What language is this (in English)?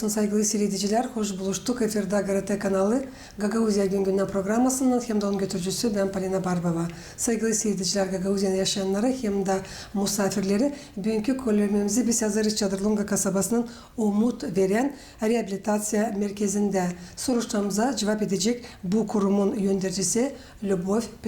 Gagauz